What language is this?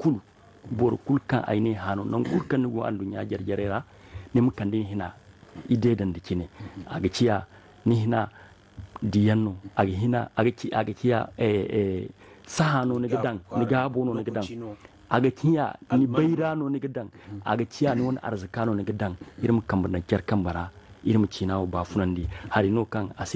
Zarma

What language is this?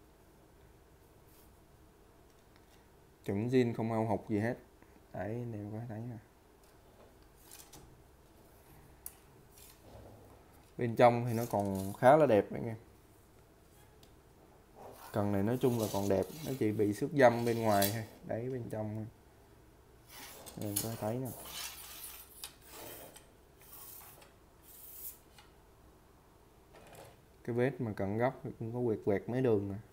Vietnamese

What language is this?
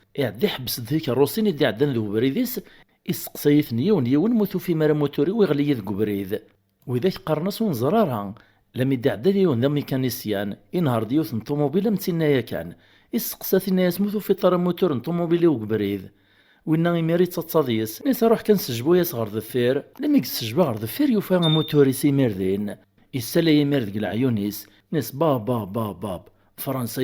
Kabyle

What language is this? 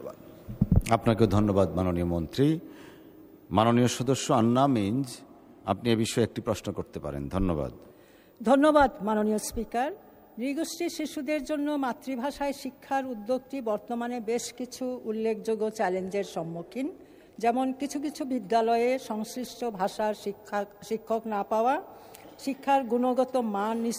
Bangla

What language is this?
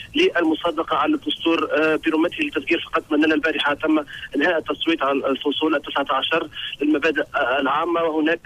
Tunisian Arabic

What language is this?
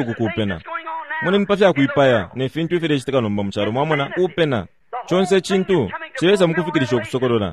Bemba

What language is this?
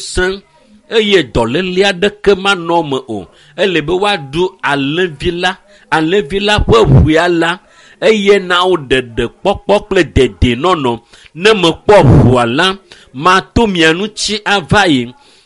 Ewe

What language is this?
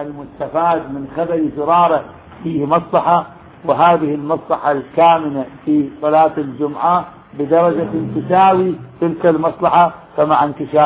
Arabic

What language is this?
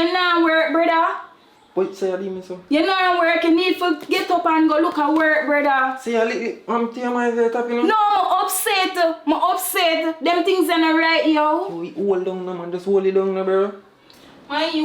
Jamaican Creole English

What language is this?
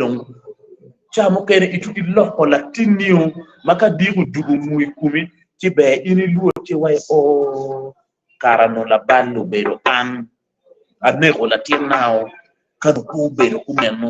Acoli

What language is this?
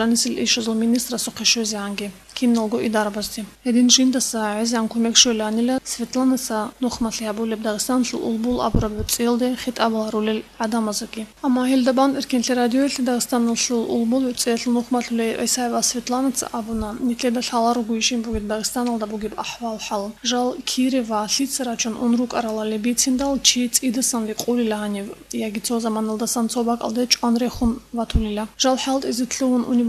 Avaric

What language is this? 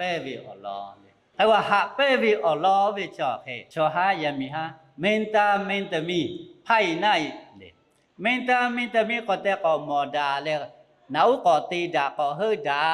Lahu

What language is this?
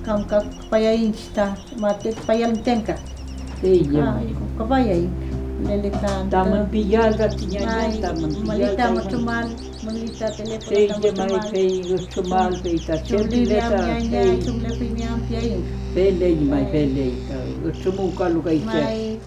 Mapuche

